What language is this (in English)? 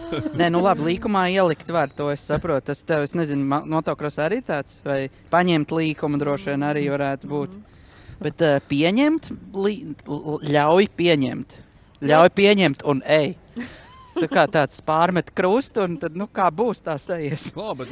Latvian